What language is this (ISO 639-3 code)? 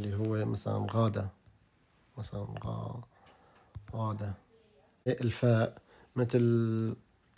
apc